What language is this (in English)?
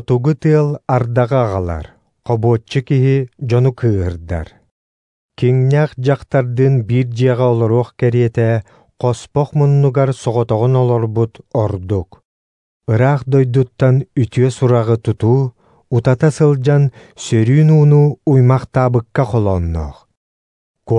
Yakut